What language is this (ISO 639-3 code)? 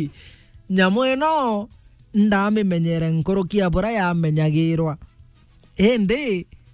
mer